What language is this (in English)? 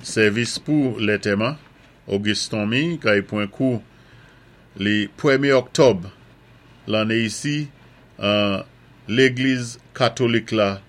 Saint Lucian Creole French